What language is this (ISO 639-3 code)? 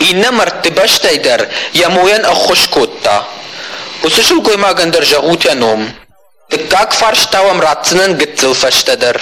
oss